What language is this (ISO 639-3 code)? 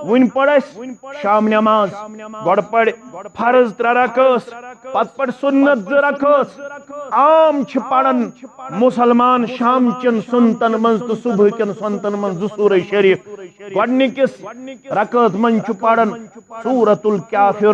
kas